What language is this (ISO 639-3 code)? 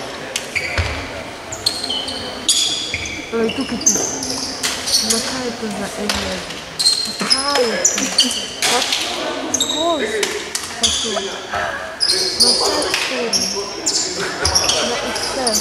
slv